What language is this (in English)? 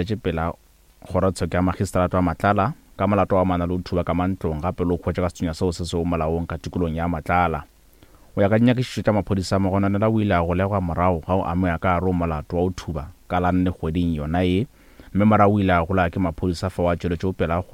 Northern Sotho